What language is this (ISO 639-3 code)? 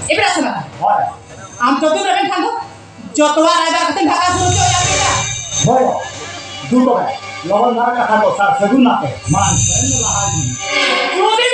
sat